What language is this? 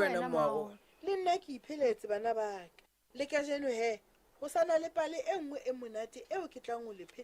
Southern Sotho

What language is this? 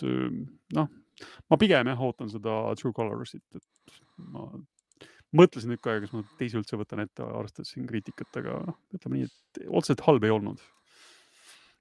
Estonian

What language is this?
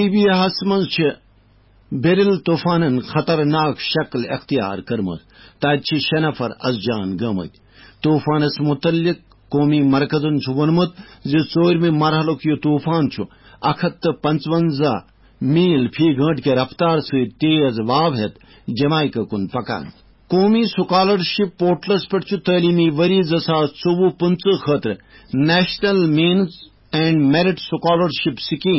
Kashmiri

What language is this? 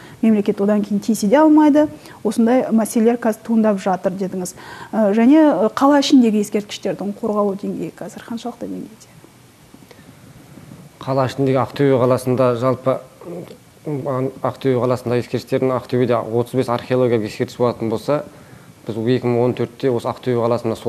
Kazakh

